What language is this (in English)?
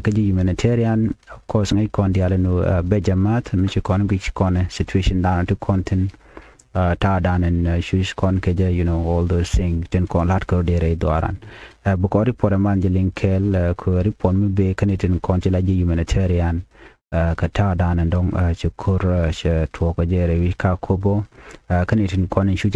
Nuer